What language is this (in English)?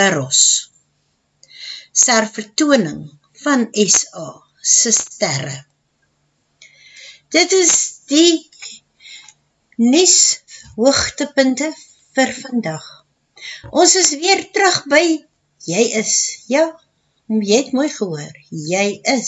Afrikaans